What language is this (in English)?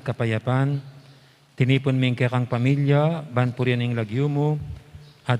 Pampanga